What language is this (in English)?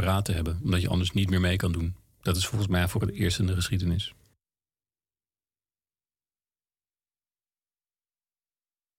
Dutch